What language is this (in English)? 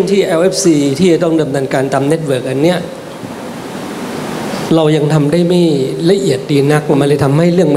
Thai